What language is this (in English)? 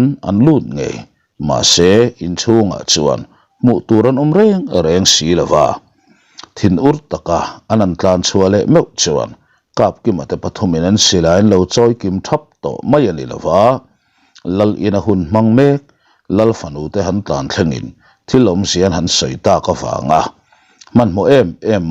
Mizo